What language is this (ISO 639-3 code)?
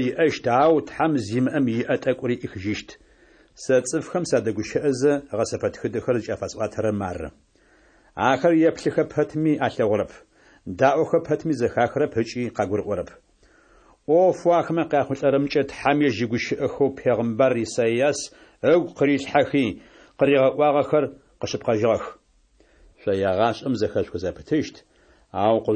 ady